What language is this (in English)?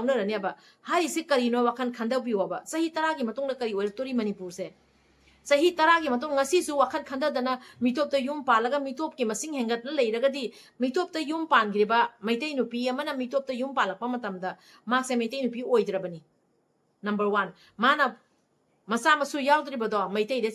Manipuri